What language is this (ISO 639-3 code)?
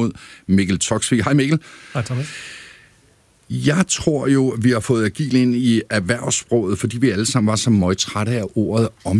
dan